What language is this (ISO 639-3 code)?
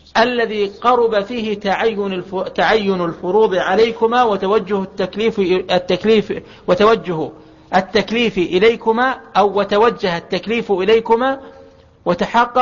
ara